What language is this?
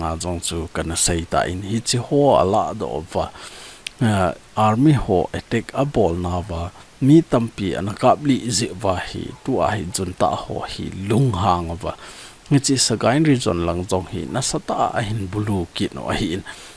Thado Chin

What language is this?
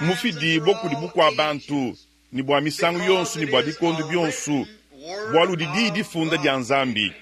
Luba-Lulua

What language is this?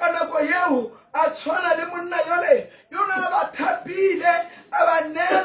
Tswana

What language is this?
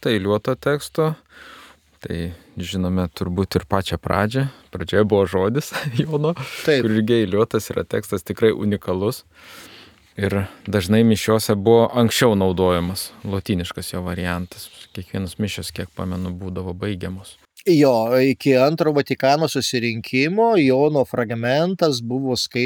Lithuanian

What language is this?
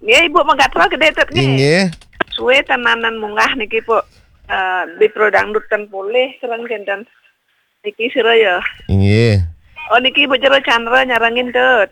Balinese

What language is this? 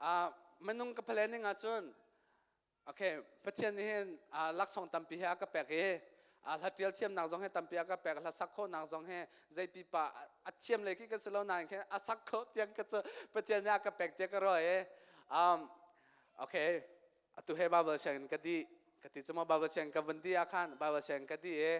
Hakha Chin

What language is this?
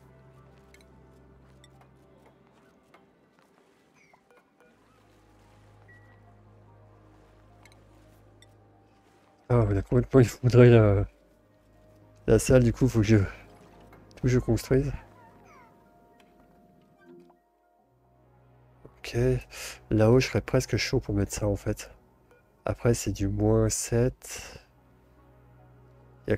French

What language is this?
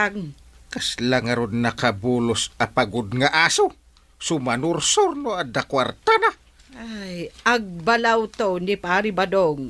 Iloko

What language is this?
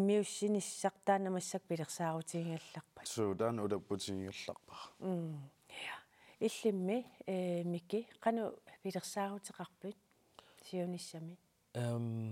Kalaallisut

